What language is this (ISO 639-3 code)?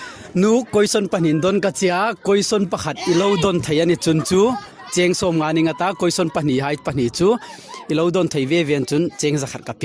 hmr